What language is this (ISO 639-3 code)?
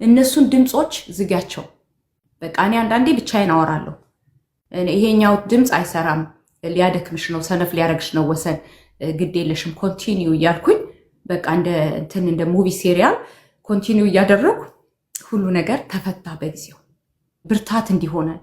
amh